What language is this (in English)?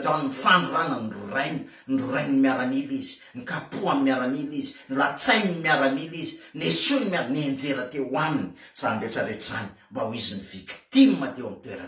Malagasy